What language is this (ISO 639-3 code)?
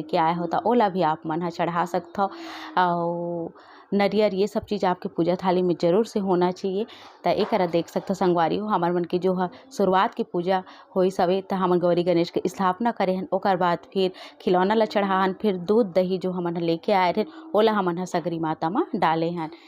hne